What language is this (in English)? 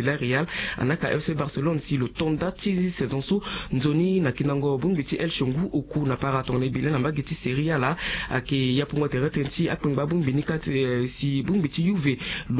Sango